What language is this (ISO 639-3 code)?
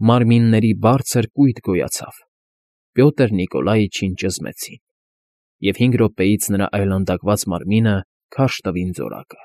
hye